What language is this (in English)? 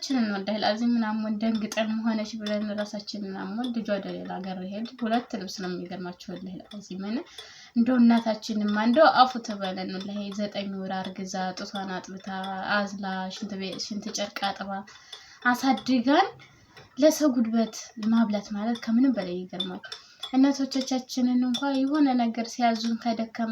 Amharic